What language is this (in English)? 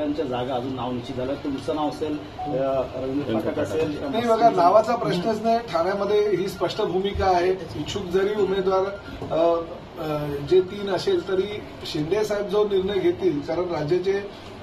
Marathi